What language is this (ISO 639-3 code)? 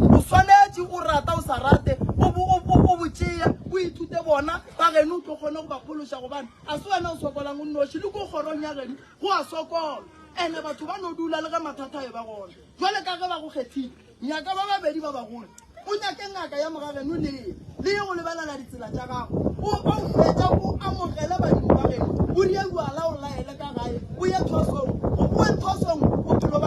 nso